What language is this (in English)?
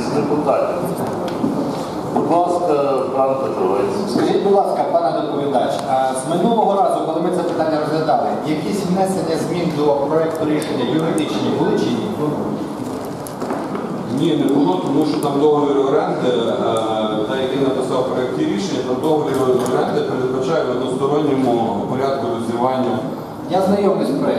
Ukrainian